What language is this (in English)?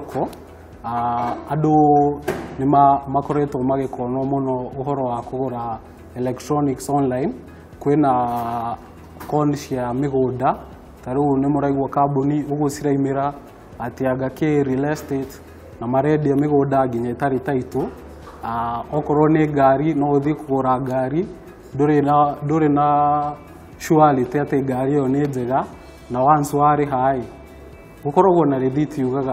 Kikuyu